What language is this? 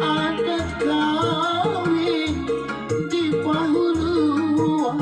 Banjar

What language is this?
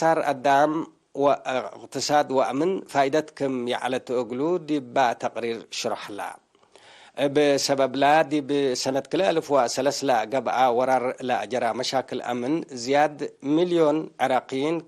Tigre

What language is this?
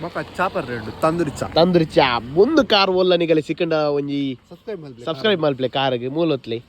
Tulu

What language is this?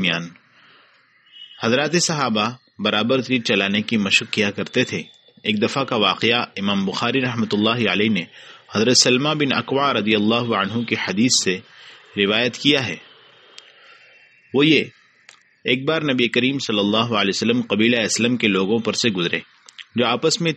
Urdu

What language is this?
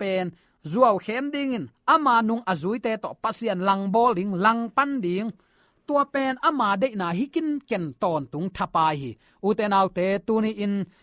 Tedim Chin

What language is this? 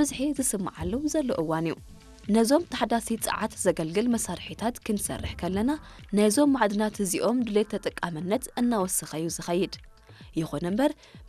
Tigrinya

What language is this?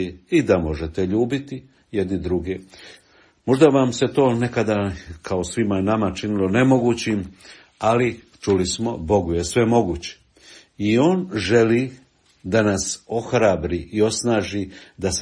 Croatian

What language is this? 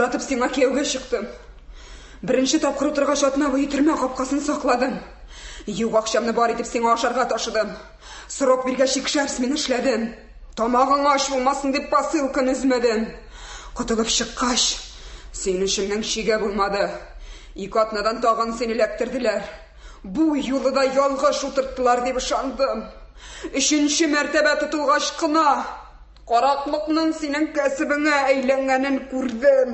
Tatar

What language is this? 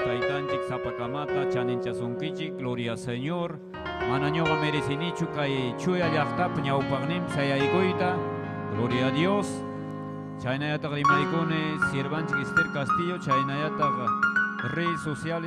Ayacucho Quechua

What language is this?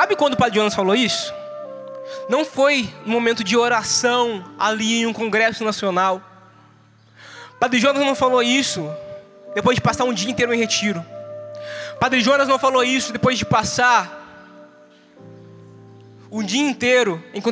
Portuguese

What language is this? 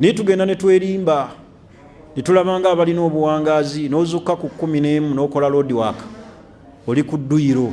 Ganda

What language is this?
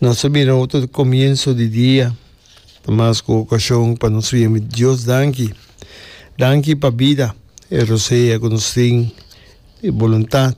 Papiamento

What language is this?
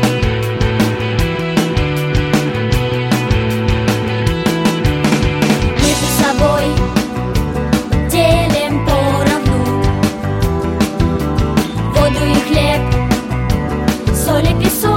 Russian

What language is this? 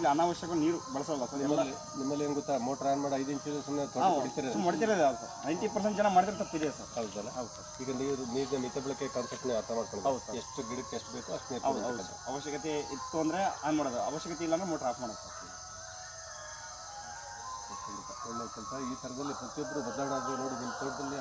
Kannada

